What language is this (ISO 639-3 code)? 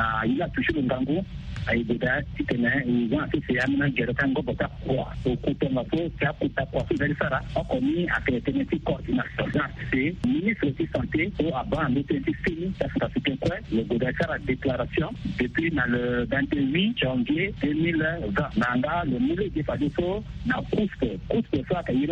sag